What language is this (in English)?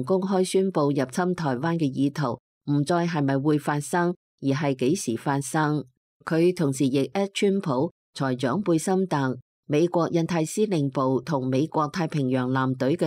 Cantonese